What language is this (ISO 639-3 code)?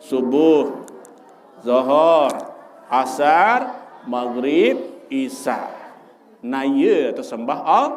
sas